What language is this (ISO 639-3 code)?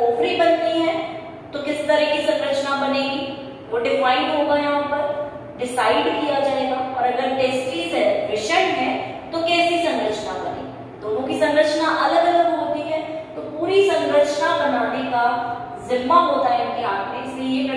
hin